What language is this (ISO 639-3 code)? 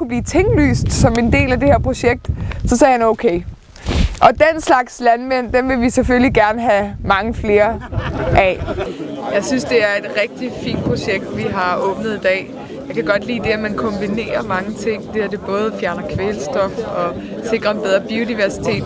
dan